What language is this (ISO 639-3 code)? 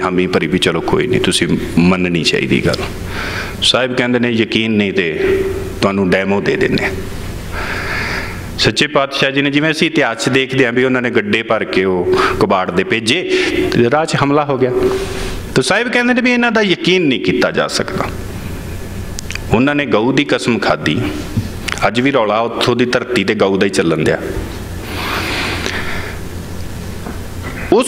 pan